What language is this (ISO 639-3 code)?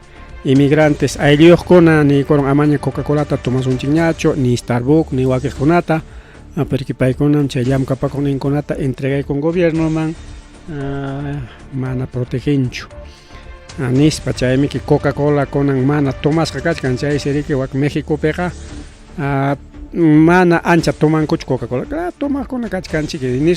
quy